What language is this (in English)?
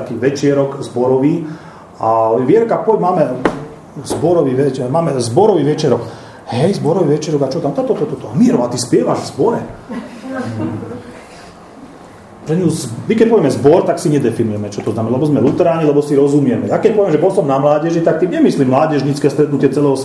Slovak